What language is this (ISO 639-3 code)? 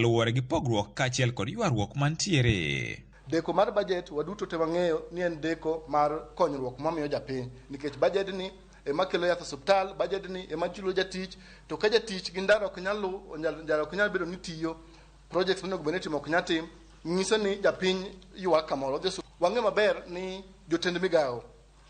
luo